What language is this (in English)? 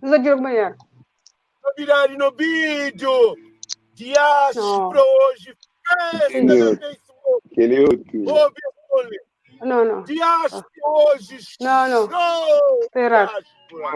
Kabuverdianu